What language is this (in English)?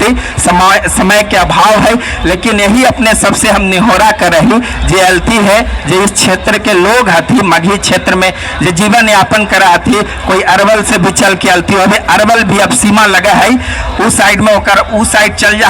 Magahi